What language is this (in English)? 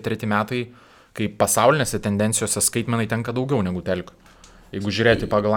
Lithuanian